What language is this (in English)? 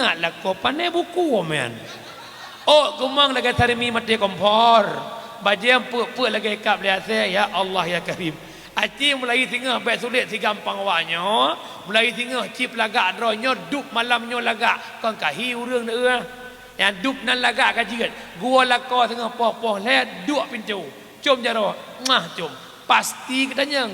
Achinese